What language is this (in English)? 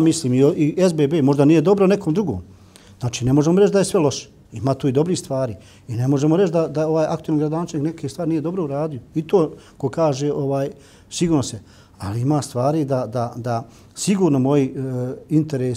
Bosnian